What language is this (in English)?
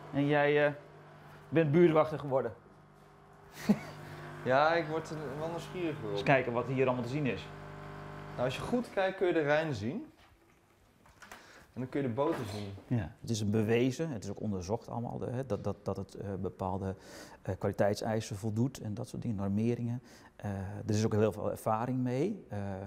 Dutch